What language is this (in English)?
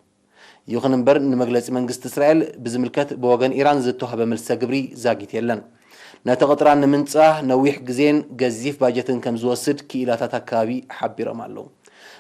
Tigrinya